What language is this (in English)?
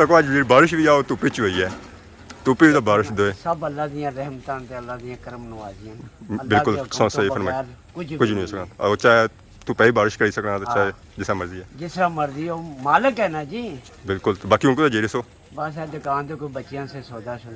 Pahari-Potwari